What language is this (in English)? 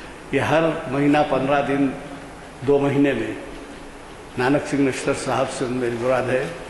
Urdu